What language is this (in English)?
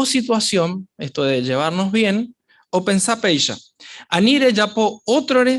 Guarani